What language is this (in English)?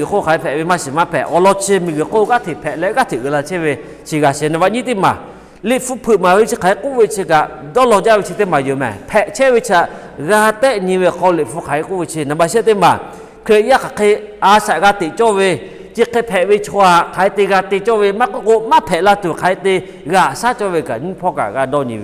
Lahu